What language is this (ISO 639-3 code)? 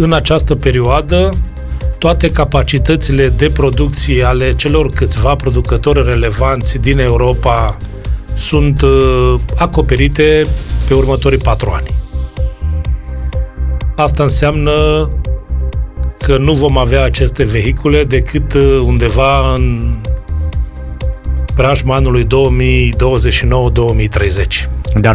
ron